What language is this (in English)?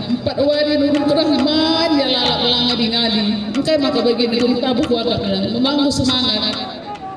Batak Karo